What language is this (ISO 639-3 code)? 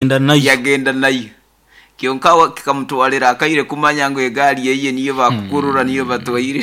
nyo